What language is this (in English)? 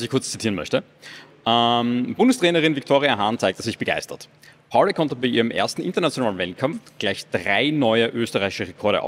German